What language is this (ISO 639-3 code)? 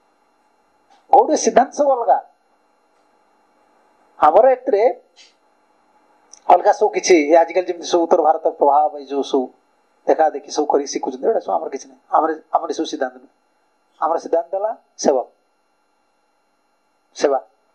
ori